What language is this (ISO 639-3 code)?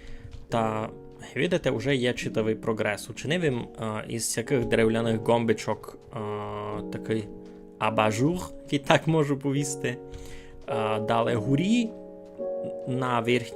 rue